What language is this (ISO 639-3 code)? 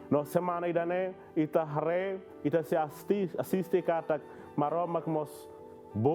tet